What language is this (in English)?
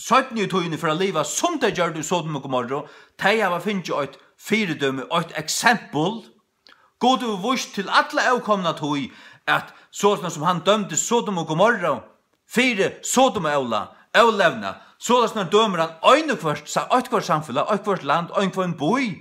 Faroese